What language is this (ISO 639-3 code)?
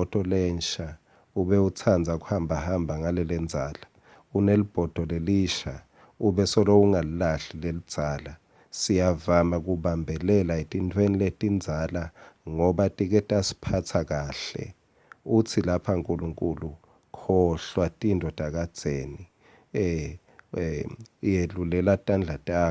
ssw